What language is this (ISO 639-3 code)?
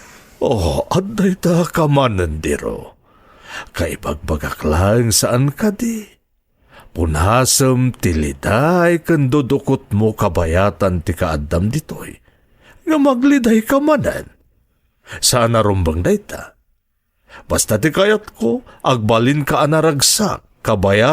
ilo